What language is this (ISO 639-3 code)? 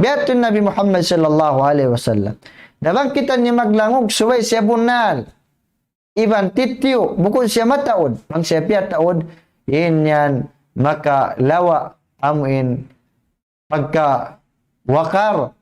tsg